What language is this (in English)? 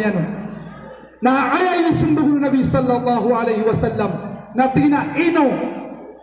Maranao